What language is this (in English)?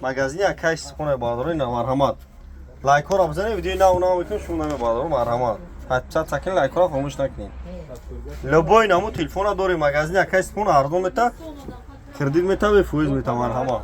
Tajik